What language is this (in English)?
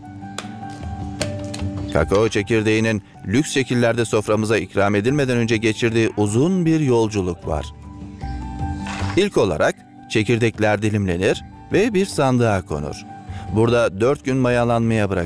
Turkish